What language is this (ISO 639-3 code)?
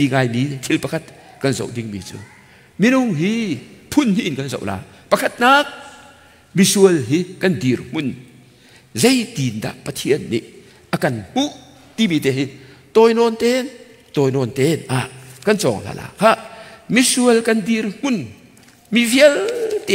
cnh